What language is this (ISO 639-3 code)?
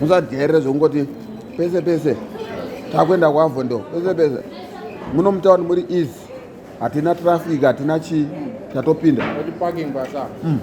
sna